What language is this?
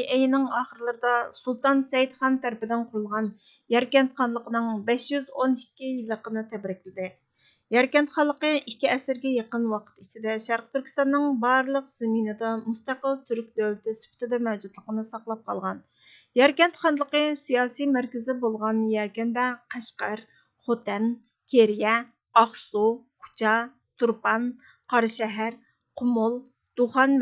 Uyghur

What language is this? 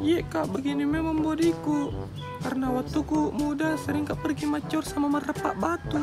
Makassar Malay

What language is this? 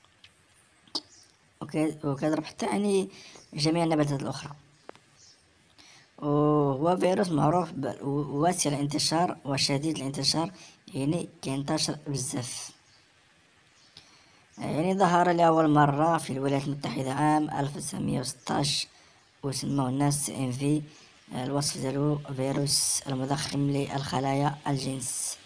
Moroccan Arabic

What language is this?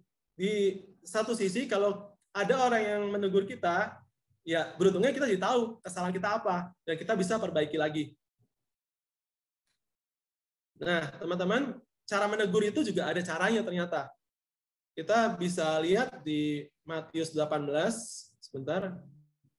Indonesian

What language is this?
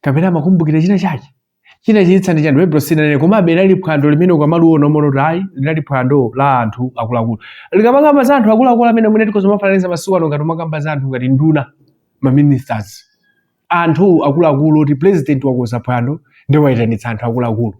Nyanja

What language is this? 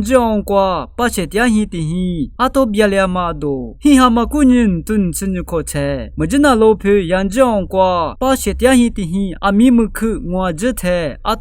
Lisu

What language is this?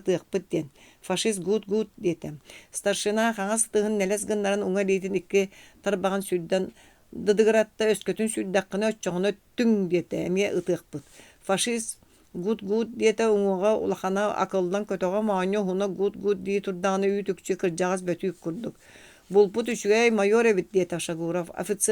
Yakut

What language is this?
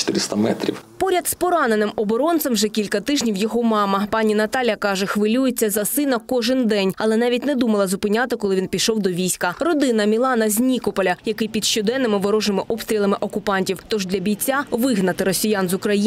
Ukrainian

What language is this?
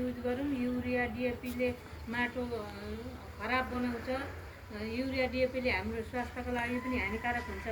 Nepali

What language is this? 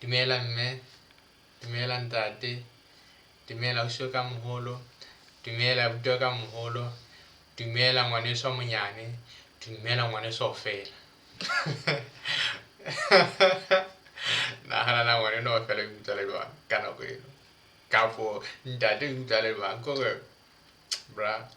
Southern Sotho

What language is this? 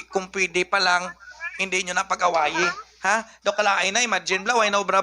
Hiligaynon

